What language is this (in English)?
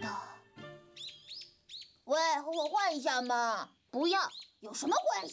Chinese